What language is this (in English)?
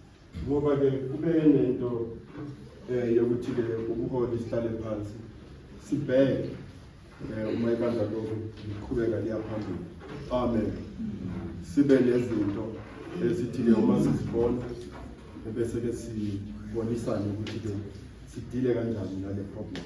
Zulu